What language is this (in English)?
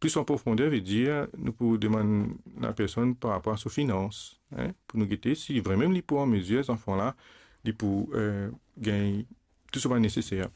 Morisyen